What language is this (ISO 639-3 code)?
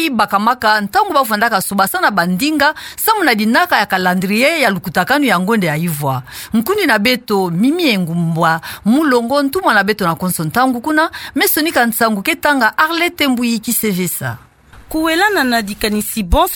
ktu